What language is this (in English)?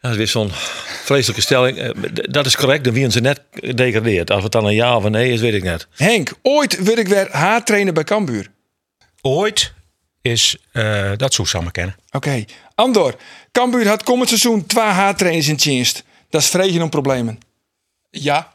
Western Frisian